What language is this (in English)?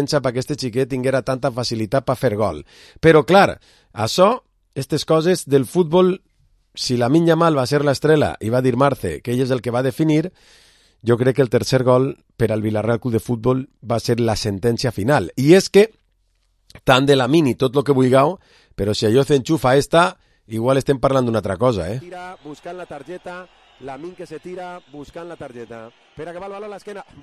Catalan